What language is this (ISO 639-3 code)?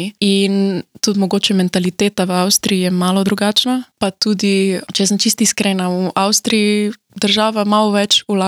slv